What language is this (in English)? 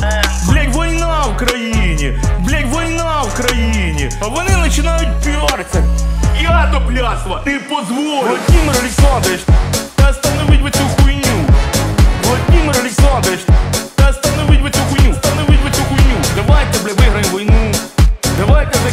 Ukrainian